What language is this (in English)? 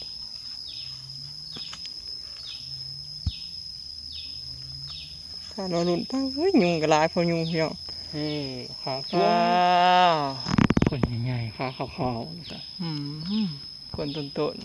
Northeastern Thai